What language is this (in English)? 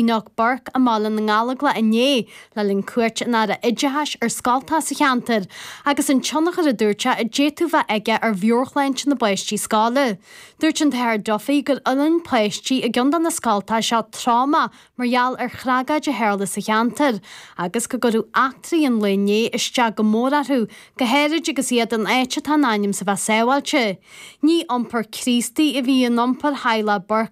Irish